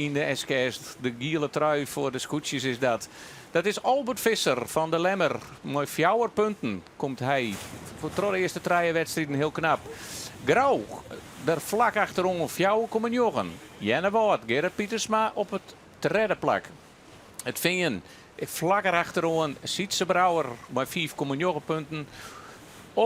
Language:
Western Frisian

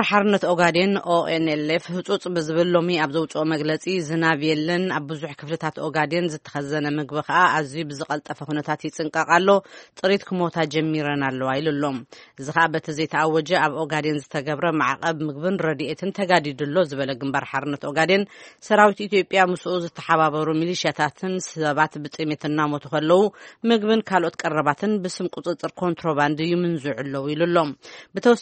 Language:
Tigrinya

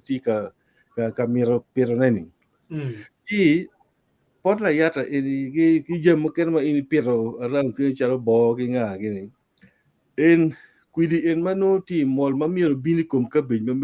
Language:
Acoli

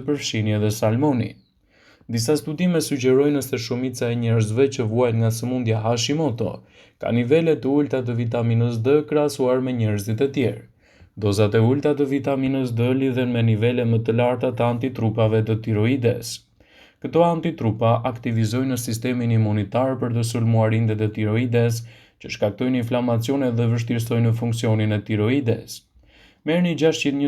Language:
Albanian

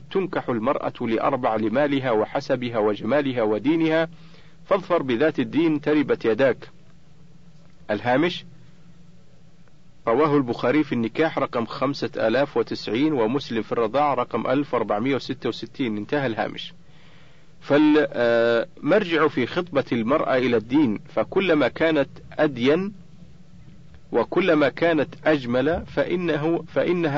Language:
Arabic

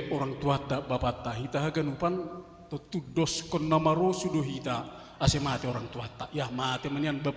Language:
Batak Simalungun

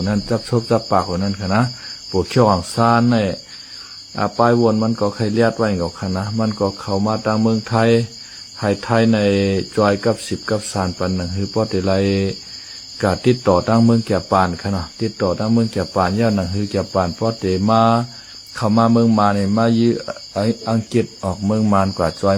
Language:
Shan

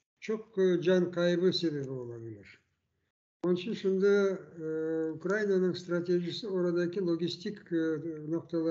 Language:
Crimean Tatar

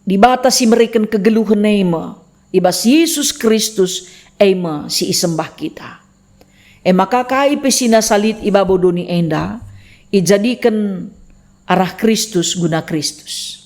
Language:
Batak Karo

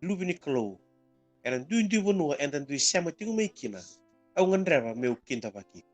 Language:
Fijian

